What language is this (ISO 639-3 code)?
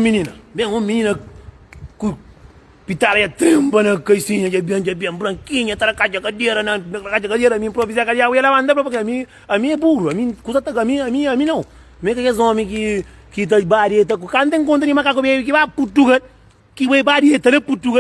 kea